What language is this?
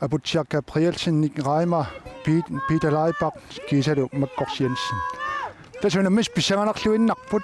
Kalaallisut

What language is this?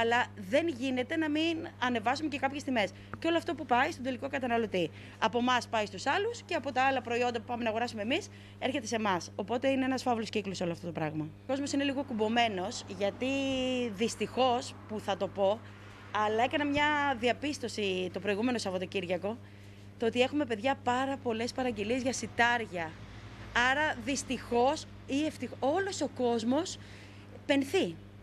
Greek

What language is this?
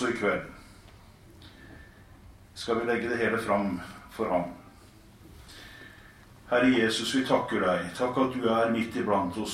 Norwegian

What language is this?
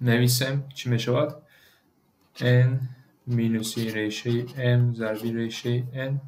Tajik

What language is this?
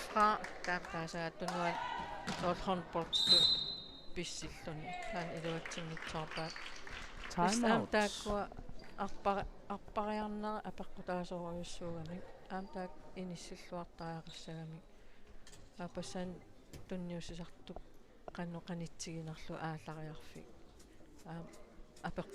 Kalaallisut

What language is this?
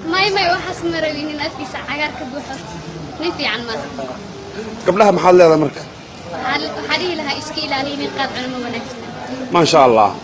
Somali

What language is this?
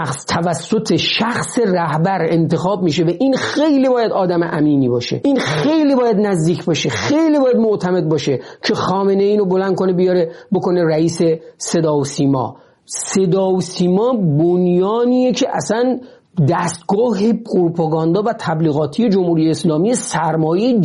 Persian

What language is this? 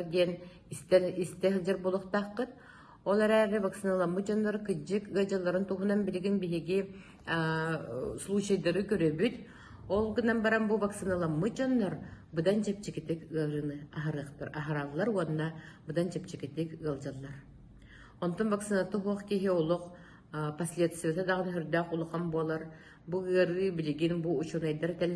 Yakut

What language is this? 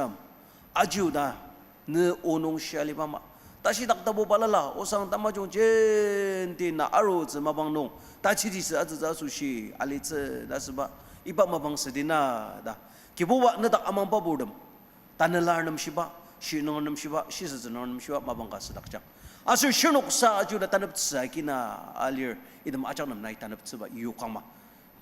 Ao Naga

